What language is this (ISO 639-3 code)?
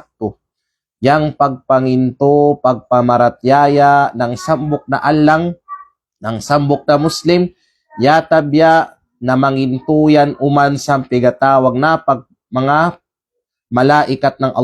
kqe